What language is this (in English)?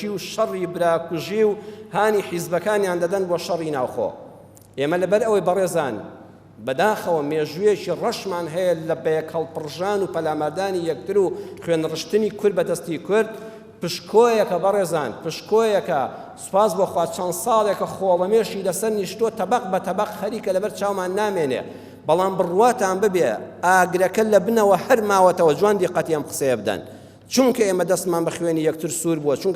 Central Kurdish